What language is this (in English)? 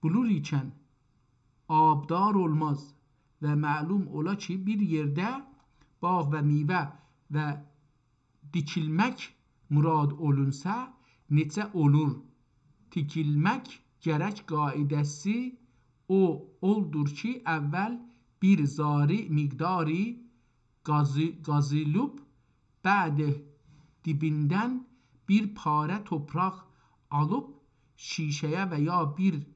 South Azerbaijani